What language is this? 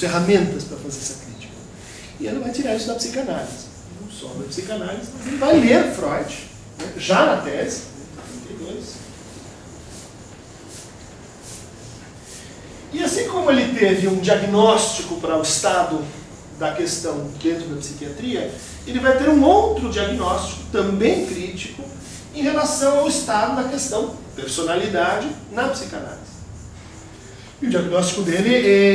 Portuguese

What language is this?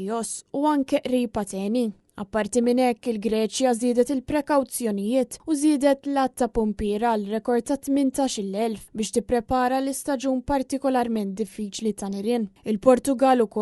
Maltese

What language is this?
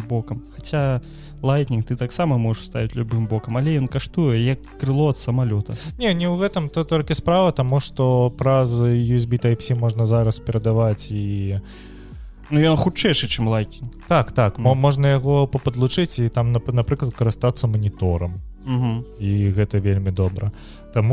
Belarusian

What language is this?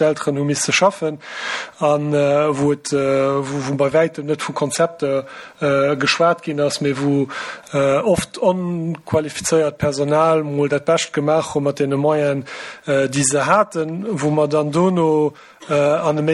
Luxembourgish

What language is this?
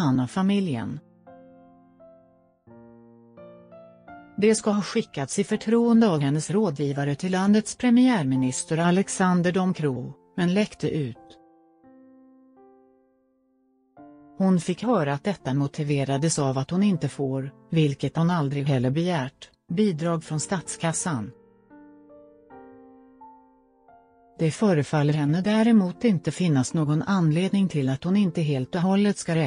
Swedish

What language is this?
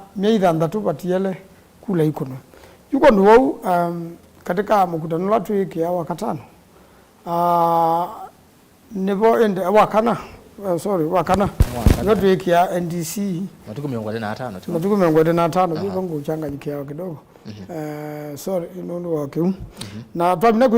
Kamba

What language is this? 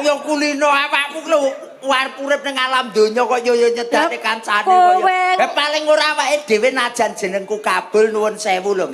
Javanese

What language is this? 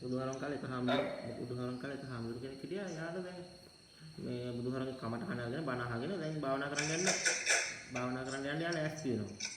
Sinhala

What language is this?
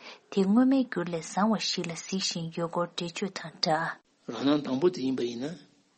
Tibetan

